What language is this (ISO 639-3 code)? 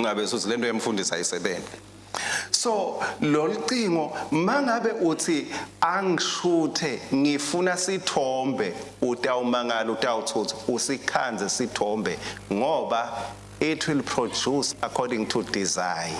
ssw